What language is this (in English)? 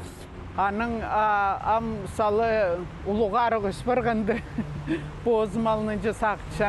Khakas